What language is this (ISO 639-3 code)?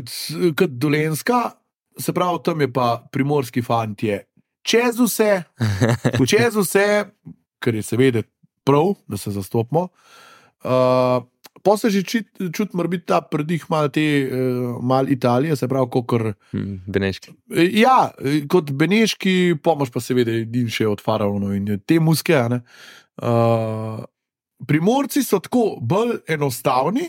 slv